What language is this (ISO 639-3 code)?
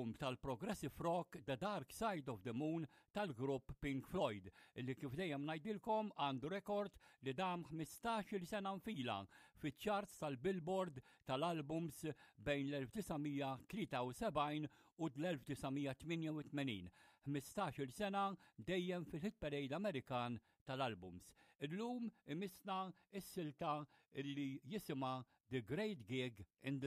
mlt